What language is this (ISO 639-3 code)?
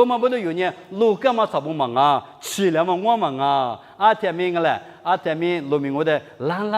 lis